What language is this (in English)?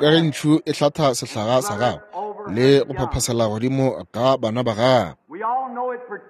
Northern Sotho